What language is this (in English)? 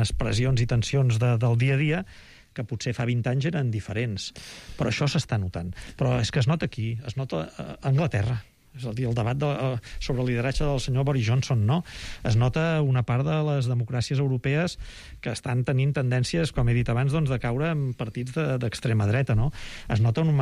Catalan